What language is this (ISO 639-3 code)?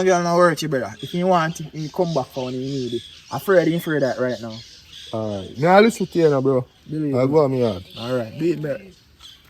jam